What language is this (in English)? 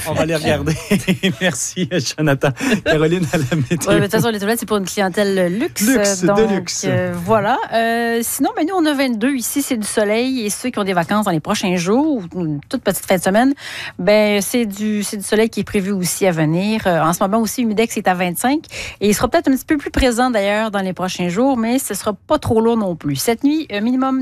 French